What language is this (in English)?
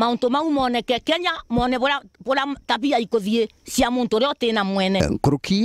Meru